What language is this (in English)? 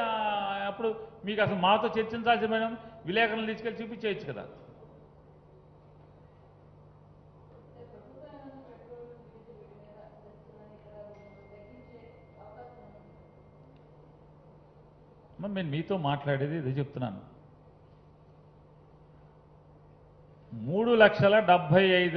Telugu